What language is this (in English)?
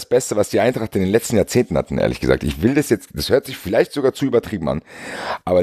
German